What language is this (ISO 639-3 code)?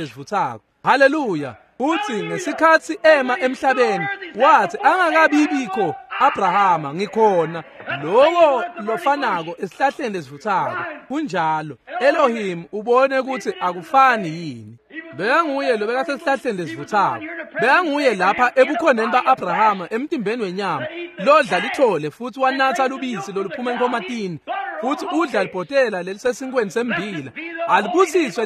ssw